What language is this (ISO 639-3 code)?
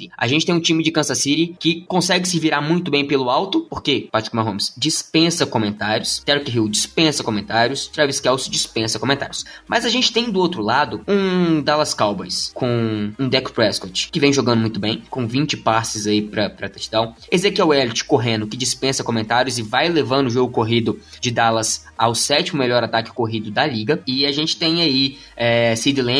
por